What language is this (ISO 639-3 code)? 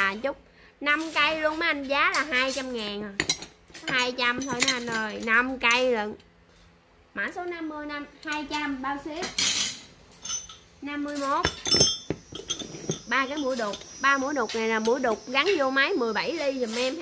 vie